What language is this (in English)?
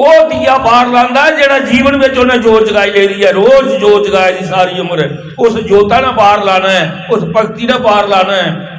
Dogri